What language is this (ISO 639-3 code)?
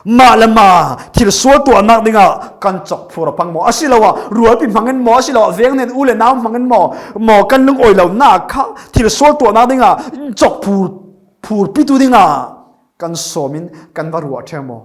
cfm